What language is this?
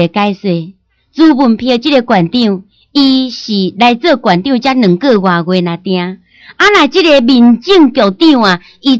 Min Nan Chinese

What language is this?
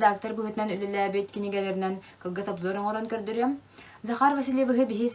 Yakut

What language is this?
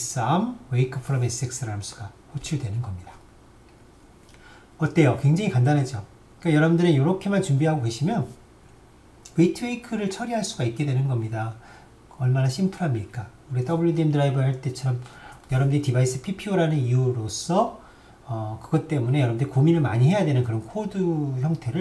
Korean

